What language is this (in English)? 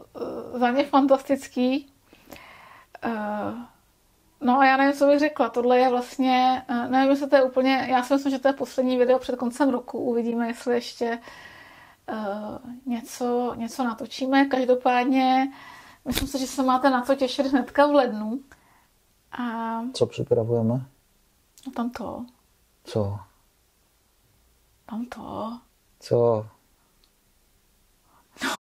Czech